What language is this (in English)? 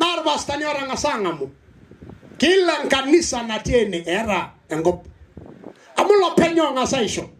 Masai